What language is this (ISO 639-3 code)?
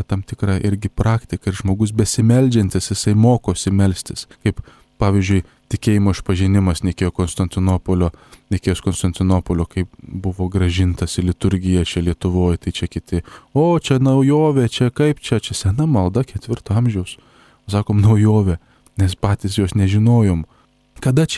lit